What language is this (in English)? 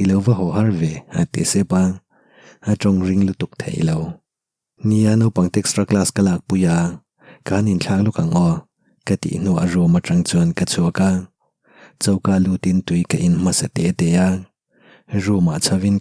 Mizo